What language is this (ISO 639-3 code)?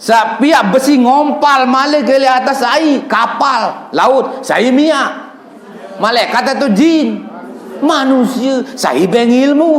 sas